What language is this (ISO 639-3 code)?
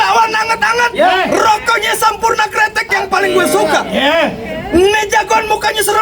bew